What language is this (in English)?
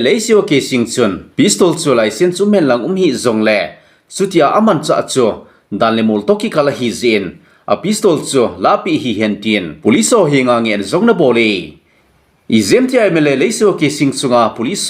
Thado Chin